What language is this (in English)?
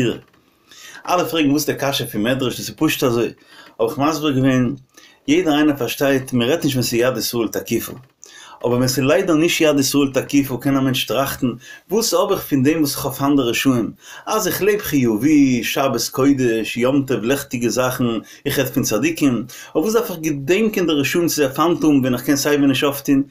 Yiddish